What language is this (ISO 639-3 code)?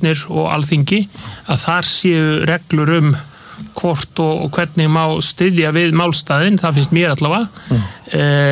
isl